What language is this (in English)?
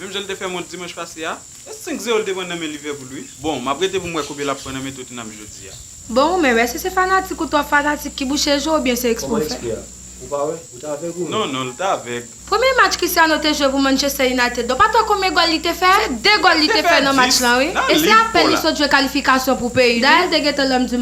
Haitian Creole